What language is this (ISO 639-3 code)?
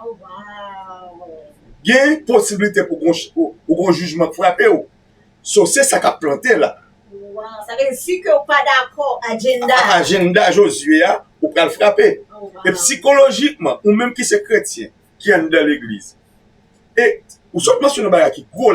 hat